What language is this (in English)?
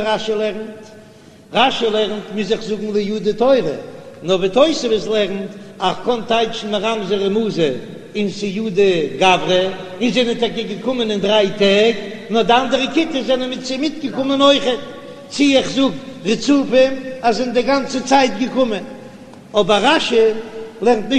Yiddish